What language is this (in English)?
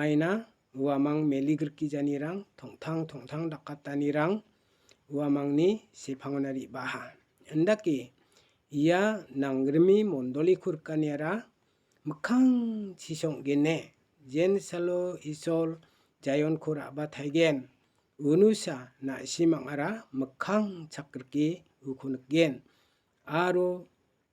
Garo